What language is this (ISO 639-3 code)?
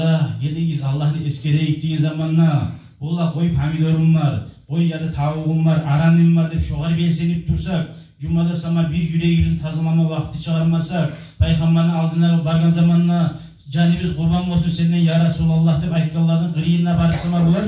kum